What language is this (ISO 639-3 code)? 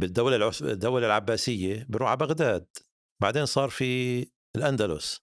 apc